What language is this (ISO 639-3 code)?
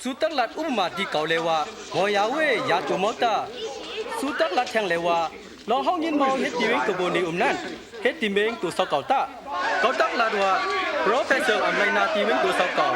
shn